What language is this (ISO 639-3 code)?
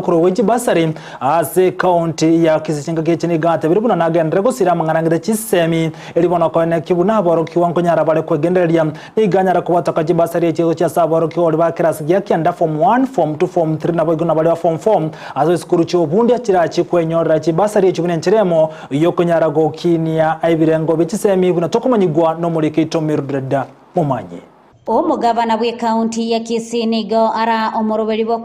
guz